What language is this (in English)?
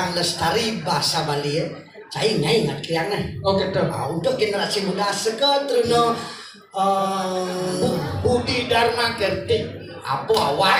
Balinese